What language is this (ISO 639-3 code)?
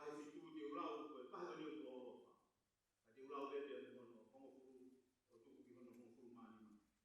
ton